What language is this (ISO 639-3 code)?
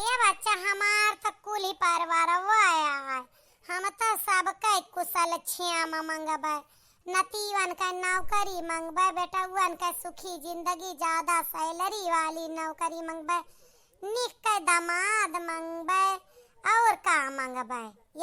awa